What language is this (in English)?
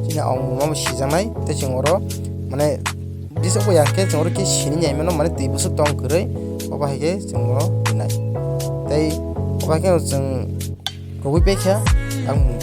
Kok Borok